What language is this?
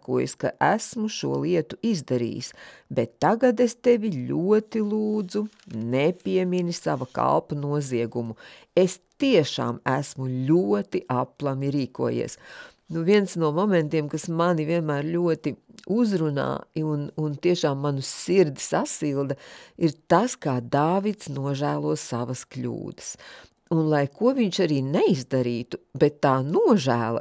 Latvian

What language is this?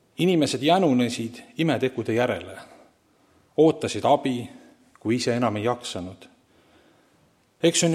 Estonian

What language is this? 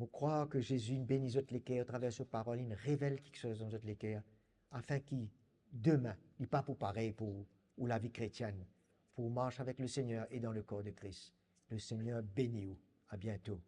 Morisyen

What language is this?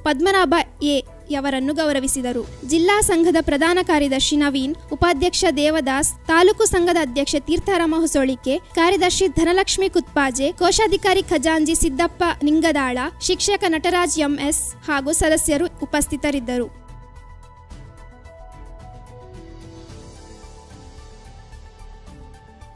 Kannada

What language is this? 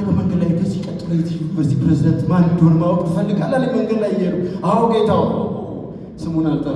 Amharic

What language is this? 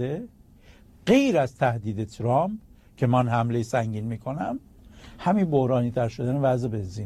Persian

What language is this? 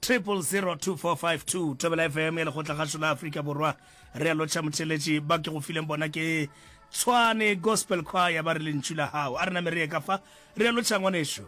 Northern Sotho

